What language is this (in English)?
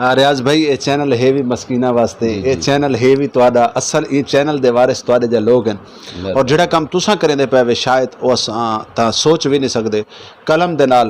Saraiki